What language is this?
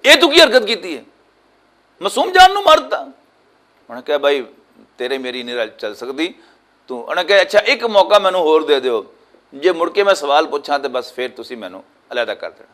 Western Panjabi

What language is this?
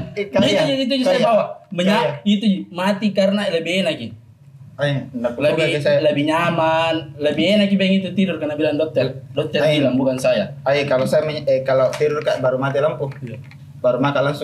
Makassar Malay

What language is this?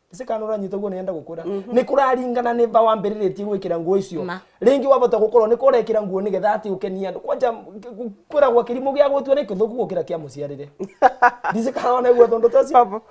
Meru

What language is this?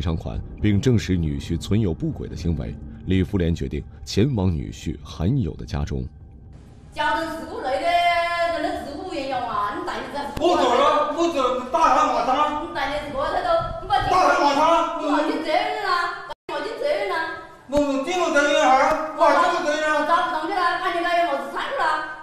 Chinese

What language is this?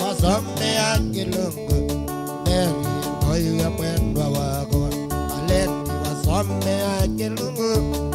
Kamba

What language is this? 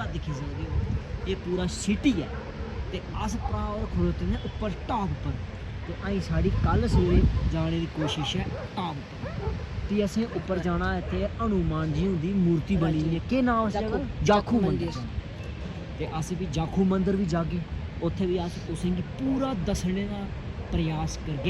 Dogri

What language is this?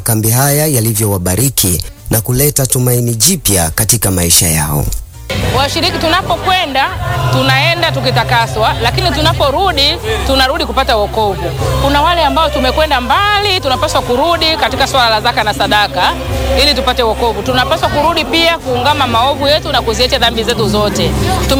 Swahili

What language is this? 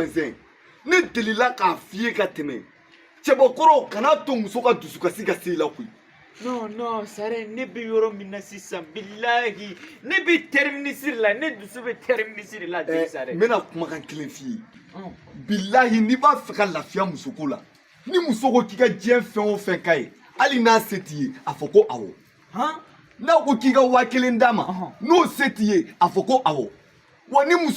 Bambara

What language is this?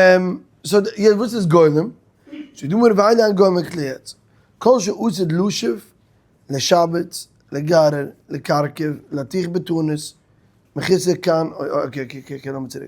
Yiddish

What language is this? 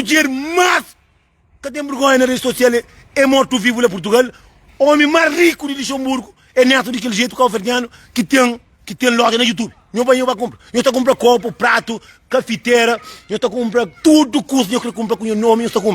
Kabuverdianu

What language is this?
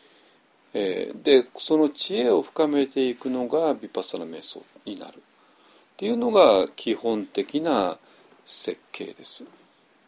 Japanese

